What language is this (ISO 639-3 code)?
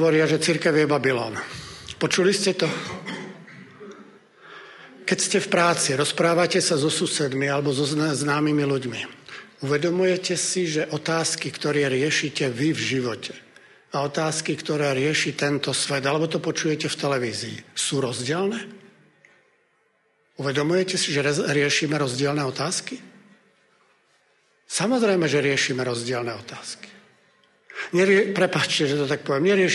slk